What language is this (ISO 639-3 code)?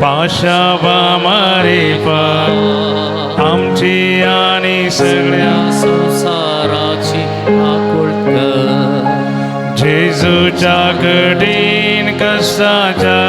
kok